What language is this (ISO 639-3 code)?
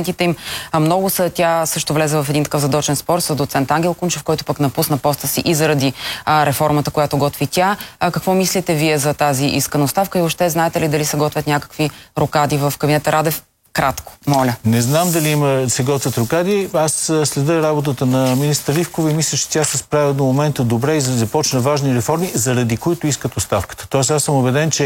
bul